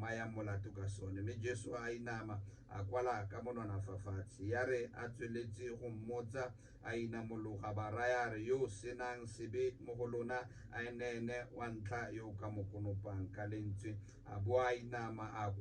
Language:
Tswana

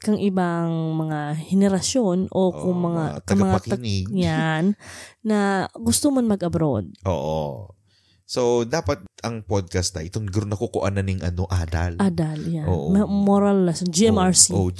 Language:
Bikol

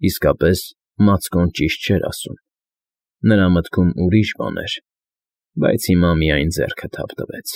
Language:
Armenian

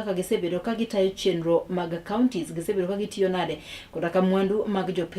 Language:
Luo (Kenya and Tanzania)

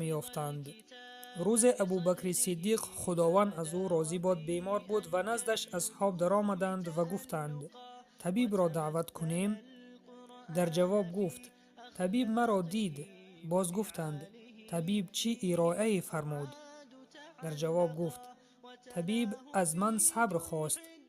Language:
Tajik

